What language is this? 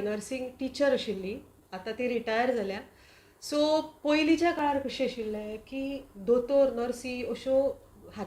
Konkani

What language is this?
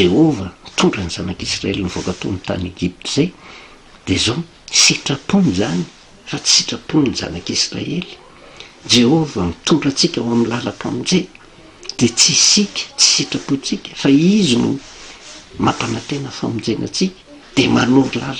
Malagasy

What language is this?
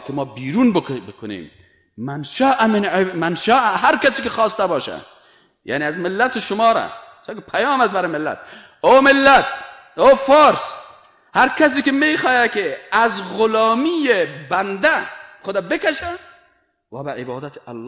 Persian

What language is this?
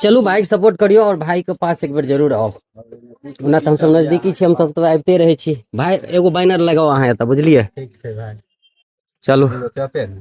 Maithili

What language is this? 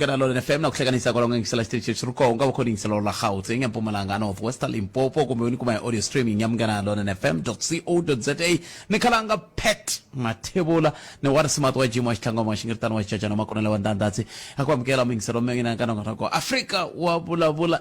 Tsonga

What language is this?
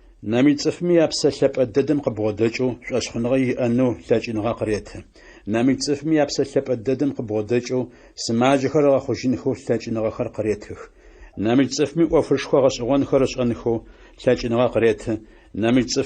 Adyghe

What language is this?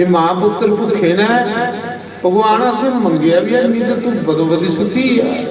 Dogri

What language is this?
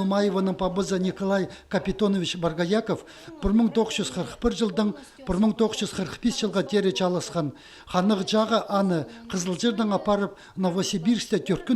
Khakas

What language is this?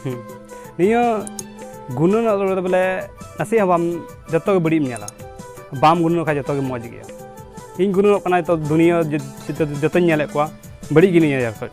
Santali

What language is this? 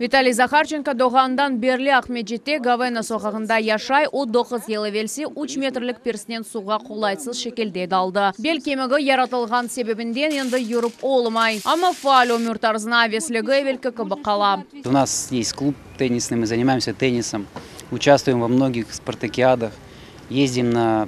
Crimean Tatar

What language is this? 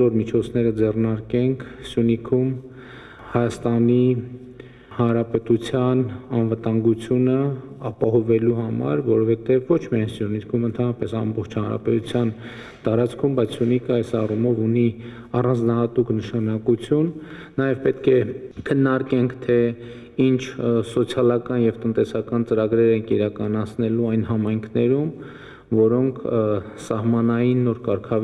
Armenian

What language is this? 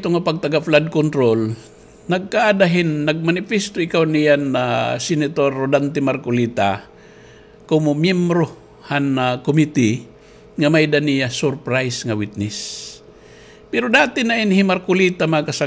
Waray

